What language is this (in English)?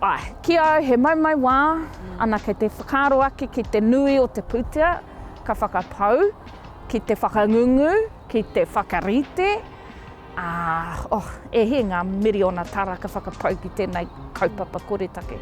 Māori